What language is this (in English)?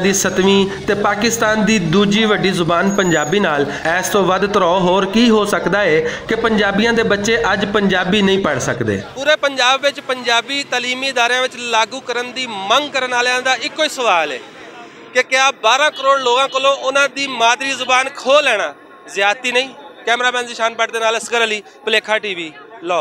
Western Panjabi